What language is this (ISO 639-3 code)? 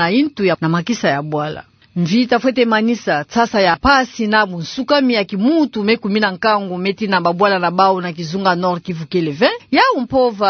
ktu